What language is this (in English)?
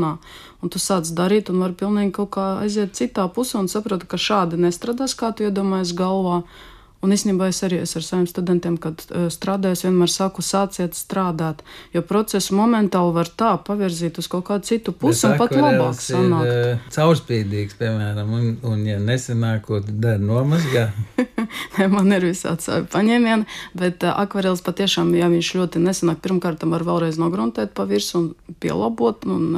Latvian